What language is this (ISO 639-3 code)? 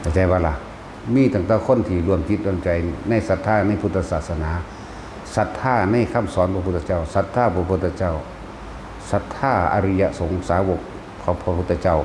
tts